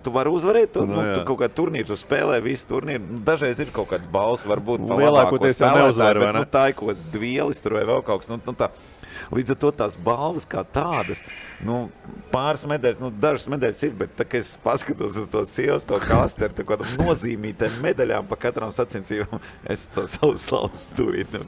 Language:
Latvian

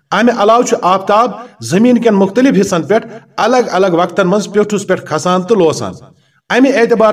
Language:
Kashmiri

